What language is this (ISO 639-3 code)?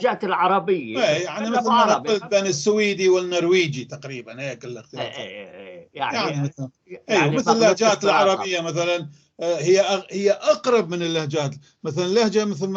apc